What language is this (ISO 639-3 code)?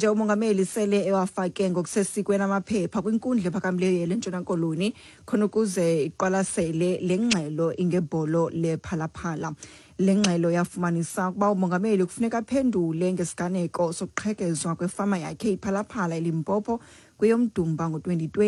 xho